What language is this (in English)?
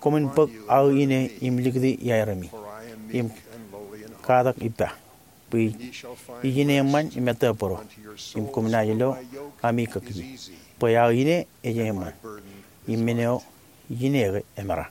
Marshallese